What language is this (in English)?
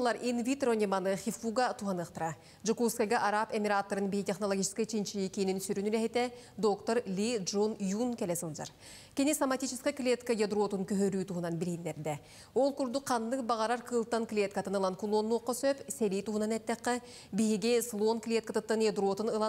Yakut